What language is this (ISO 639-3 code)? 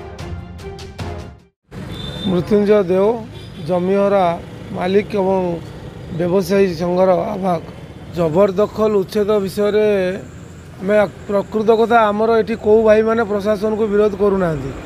ori